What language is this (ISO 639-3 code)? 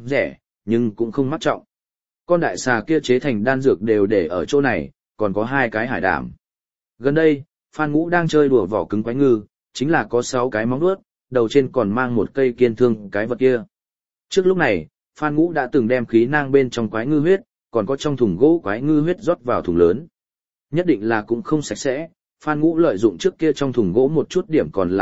vie